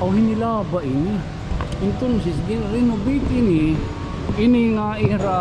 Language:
Waray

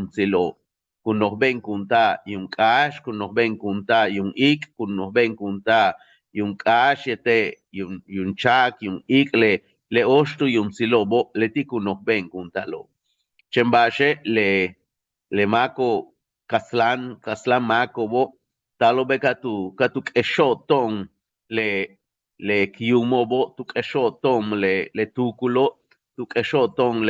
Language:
Yucateco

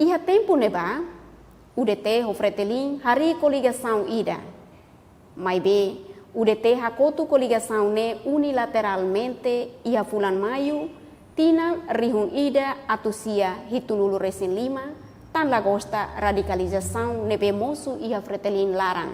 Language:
Tetum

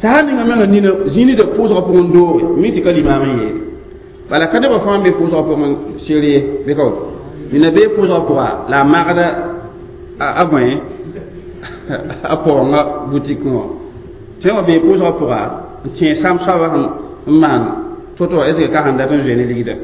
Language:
Mossi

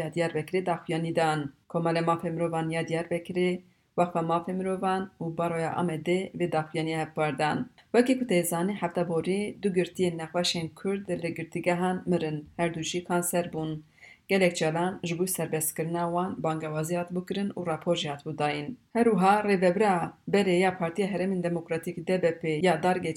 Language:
Kurdish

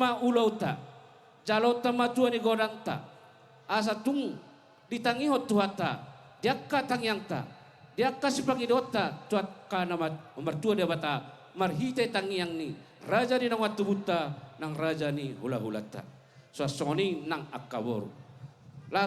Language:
Batak Toba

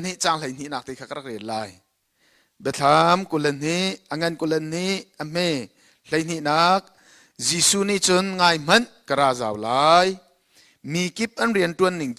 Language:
Hakha Chin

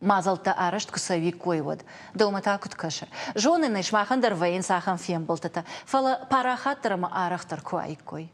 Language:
Ossetic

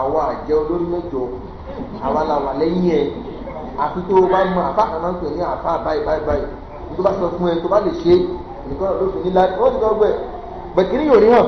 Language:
Yoruba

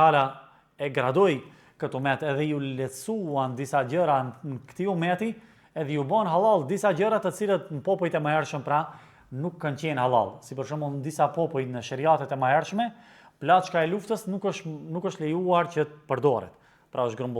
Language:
Albanian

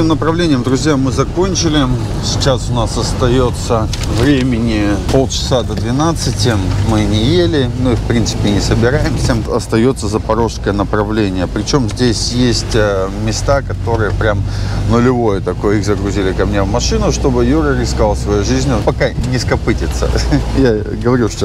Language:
Russian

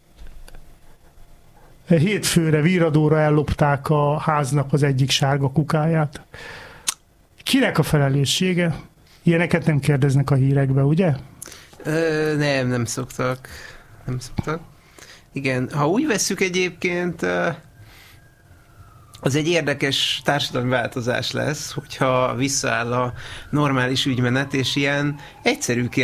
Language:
Hungarian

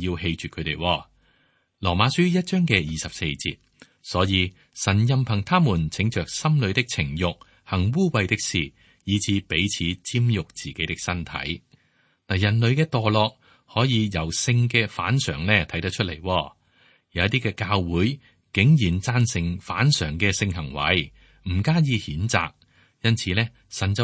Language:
Cantonese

